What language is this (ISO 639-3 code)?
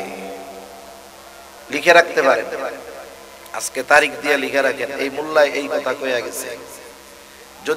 ben